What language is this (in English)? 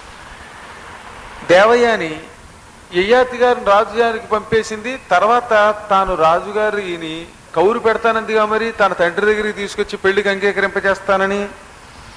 Telugu